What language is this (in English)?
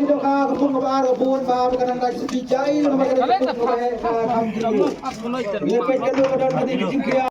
Khasi